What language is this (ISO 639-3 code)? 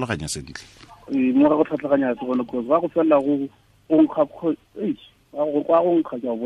tsn